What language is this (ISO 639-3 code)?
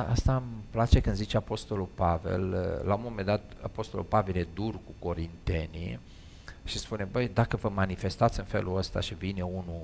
ron